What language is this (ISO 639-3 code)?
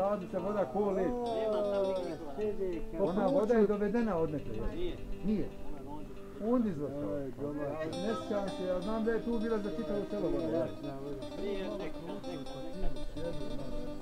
bos